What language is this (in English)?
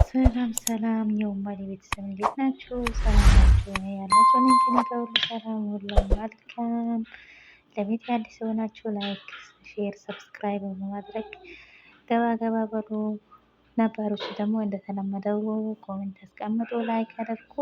Amharic